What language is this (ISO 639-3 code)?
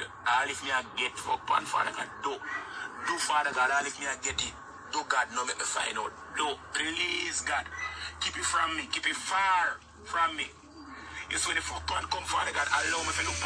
jam